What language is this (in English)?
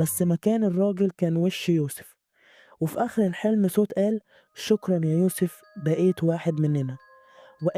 Egyptian Arabic